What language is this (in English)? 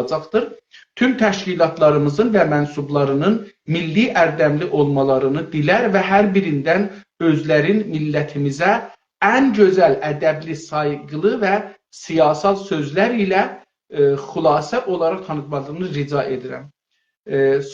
South Azerbaijani